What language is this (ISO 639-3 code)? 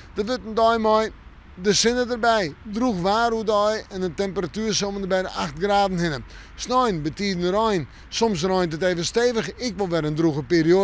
fry